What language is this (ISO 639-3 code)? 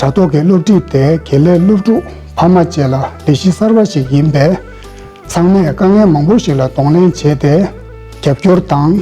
bod